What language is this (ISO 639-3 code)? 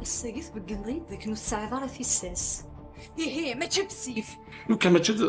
kab